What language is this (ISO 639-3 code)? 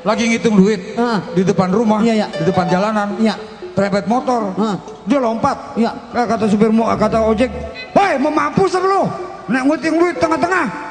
bew